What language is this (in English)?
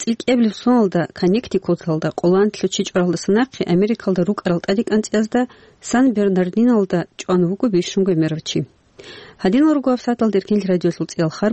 Avaric